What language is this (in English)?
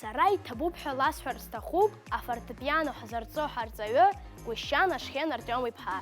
Abkhazian